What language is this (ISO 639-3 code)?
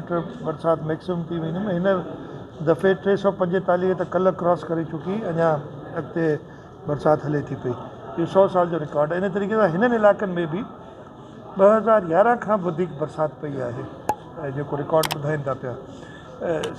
snd